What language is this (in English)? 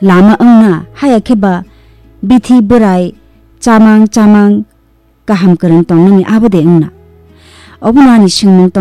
Kok Borok